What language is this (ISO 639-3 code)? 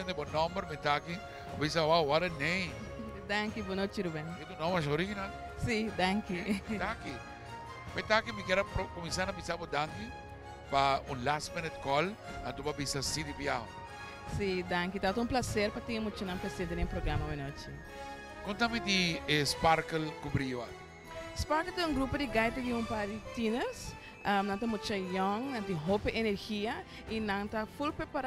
pap